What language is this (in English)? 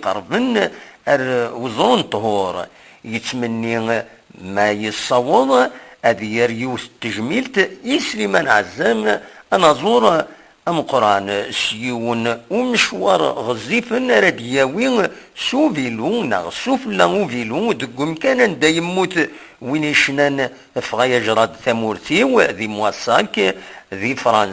Kabyle